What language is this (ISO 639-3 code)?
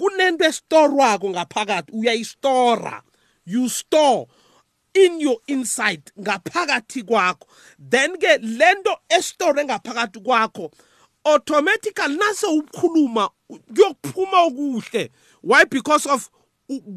nbl